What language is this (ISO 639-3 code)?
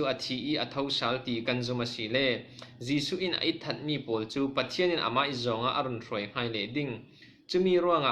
cfm